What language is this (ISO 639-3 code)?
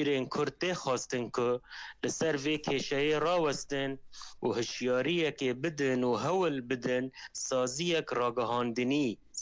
kur